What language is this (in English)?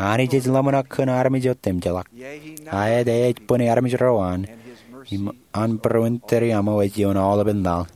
Marshallese